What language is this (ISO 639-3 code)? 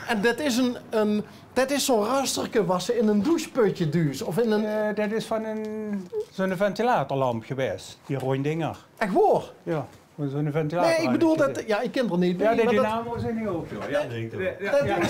lim